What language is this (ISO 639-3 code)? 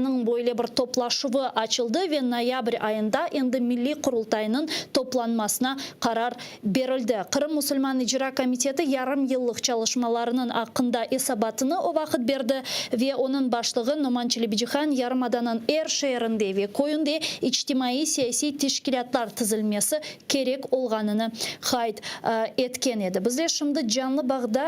crh